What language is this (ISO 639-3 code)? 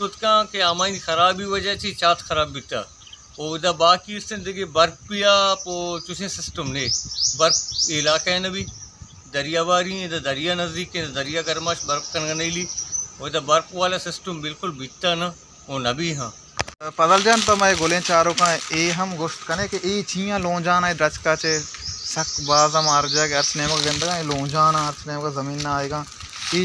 bal